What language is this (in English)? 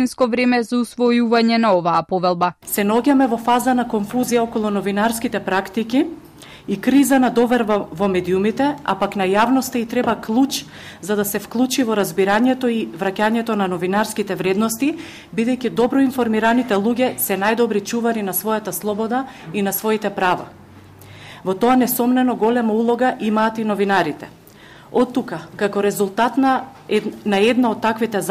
Macedonian